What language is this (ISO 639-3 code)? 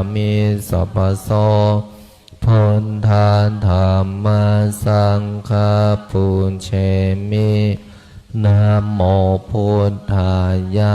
pli